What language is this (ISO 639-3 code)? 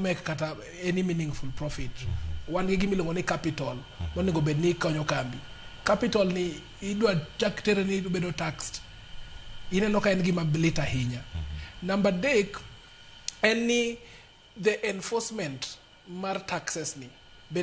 luo